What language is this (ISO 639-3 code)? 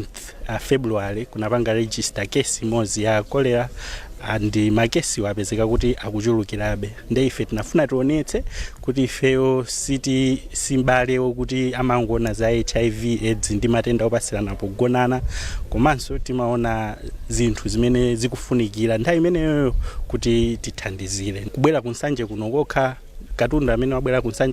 nya